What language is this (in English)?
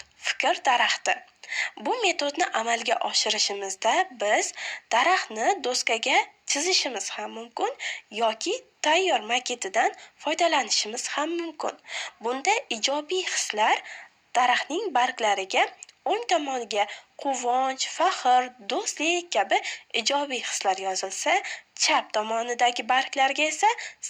Uzbek